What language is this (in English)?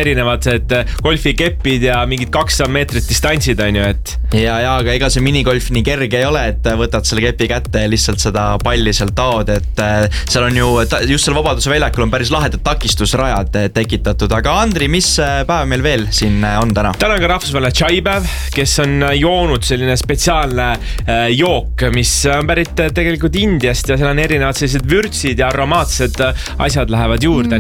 Estonian